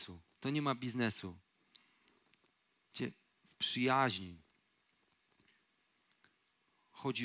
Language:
Polish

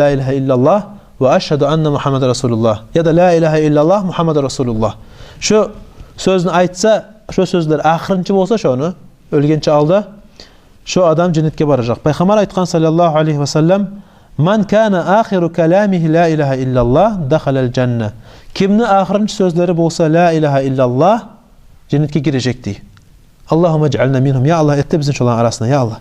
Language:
Kumyk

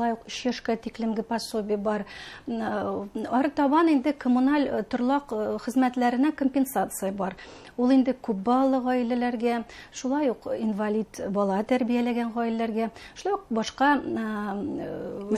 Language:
Bashkir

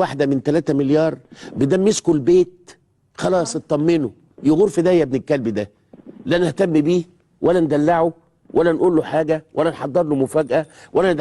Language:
Egyptian Arabic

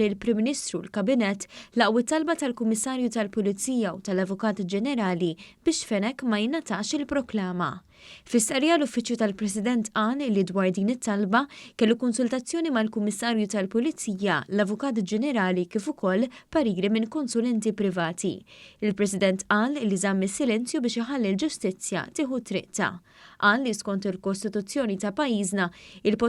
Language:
Maltese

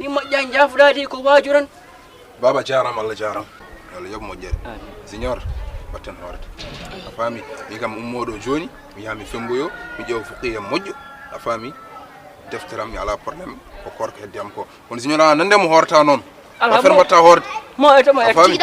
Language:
Fula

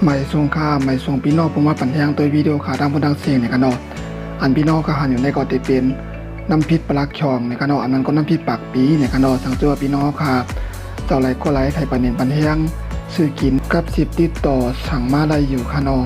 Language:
Shan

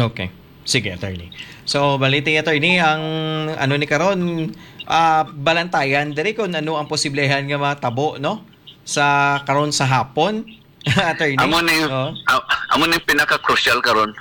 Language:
Hiligaynon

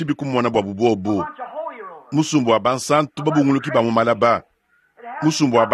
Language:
Luba-Lulua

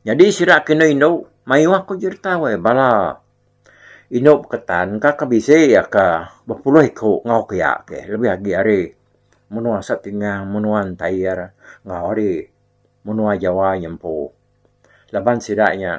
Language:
Iban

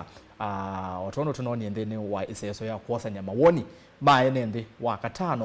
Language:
Kamba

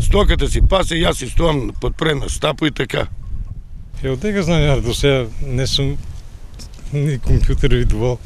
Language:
Macedonian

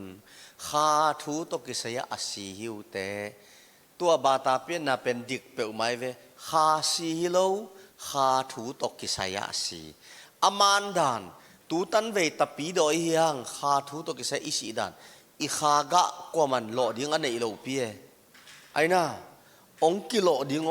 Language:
Tedim Chin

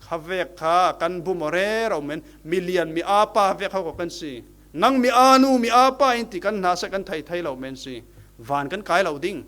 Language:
Falam Chin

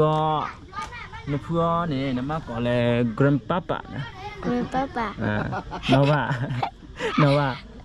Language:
S'gaw Karen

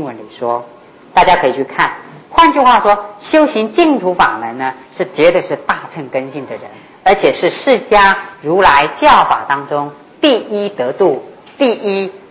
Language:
Chinese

